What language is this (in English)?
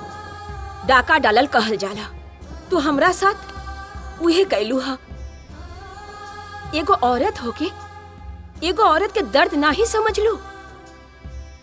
Bhojpuri